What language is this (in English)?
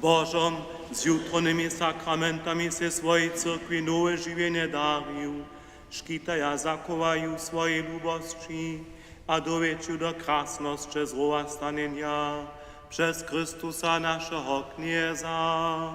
Upper Sorbian